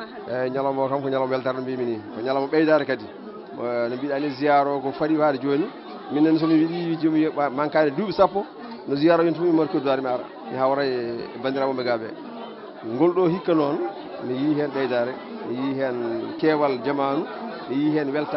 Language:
Fula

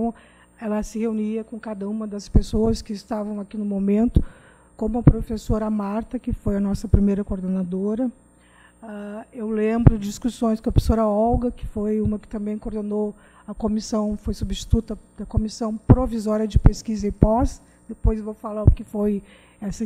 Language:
Portuguese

